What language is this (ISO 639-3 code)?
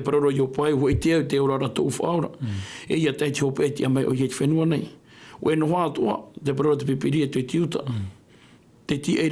tah